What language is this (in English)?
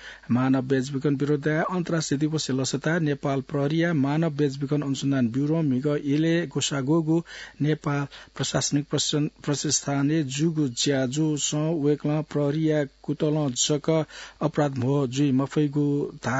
Newari